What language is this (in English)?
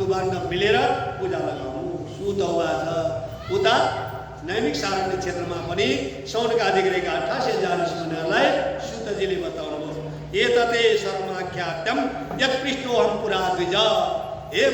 Nepali